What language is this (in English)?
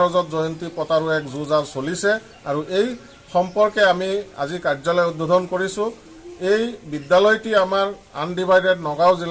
Assamese